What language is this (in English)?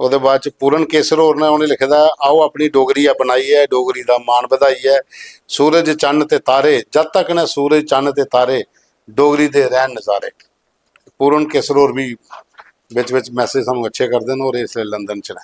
Dogri